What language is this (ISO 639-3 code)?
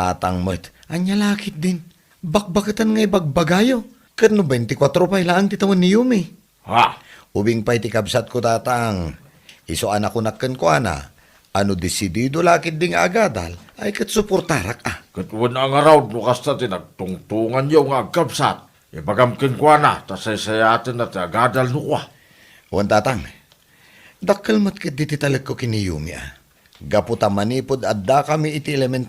ilo